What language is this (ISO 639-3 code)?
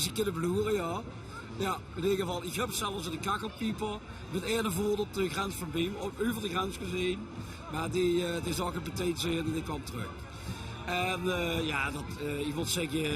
lim